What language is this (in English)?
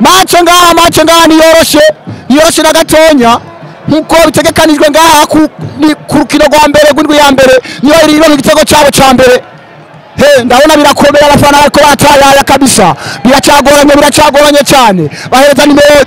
Rundi